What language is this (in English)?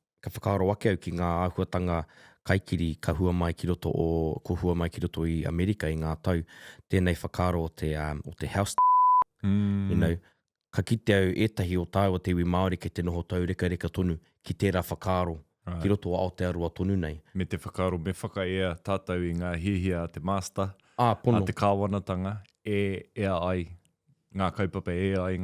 Māori